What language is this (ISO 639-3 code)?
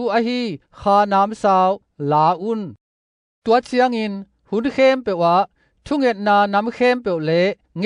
ctd